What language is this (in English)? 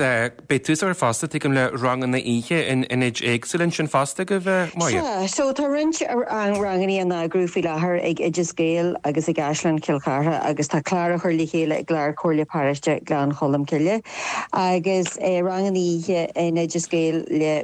Irish